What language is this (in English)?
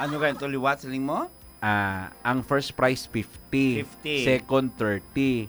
Hiligaynon